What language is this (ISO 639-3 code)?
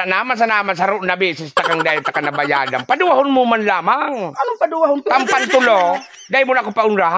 bik